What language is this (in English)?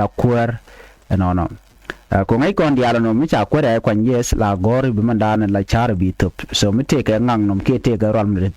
Nuer